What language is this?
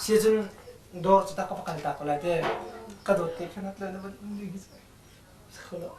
Hakha Chin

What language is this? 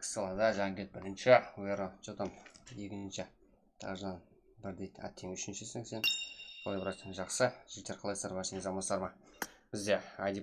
Kara-Kalpak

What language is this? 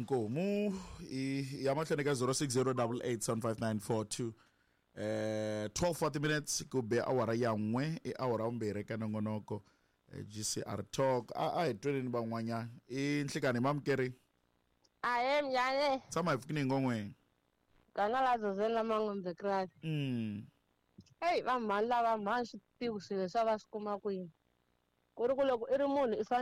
Tsonga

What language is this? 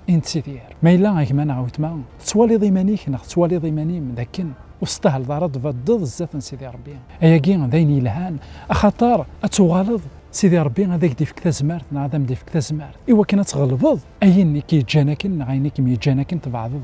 Kabyle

